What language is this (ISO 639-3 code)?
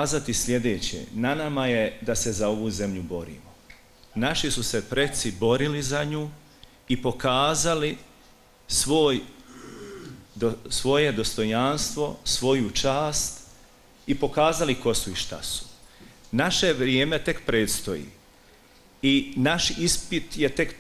bos